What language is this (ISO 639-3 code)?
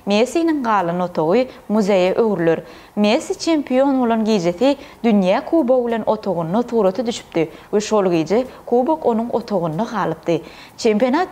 tuk